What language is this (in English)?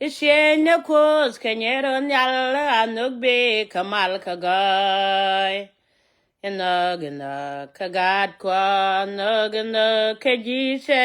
Nuer